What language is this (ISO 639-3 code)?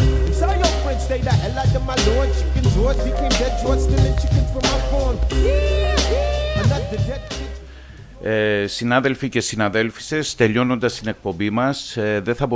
ell